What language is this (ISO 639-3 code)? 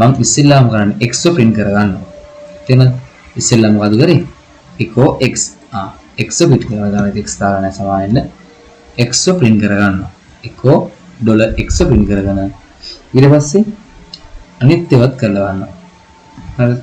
sin